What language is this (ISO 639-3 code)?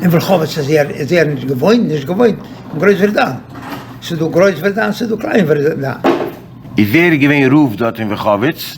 yid